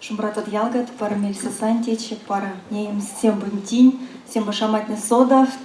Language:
Erzya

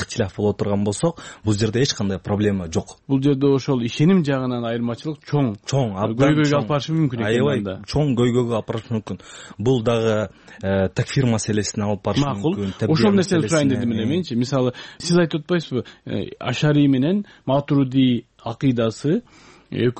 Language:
Kyrgyz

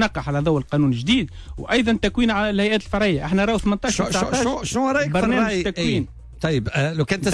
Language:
Tunisian Arabic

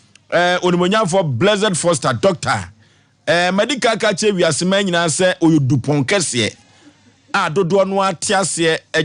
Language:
Akan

